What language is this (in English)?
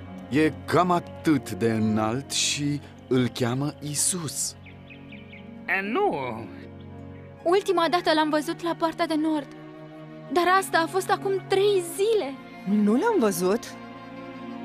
Romanian